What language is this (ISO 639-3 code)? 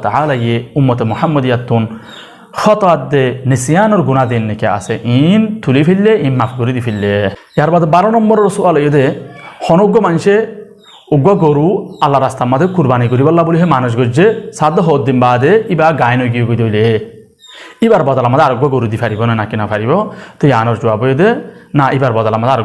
rhg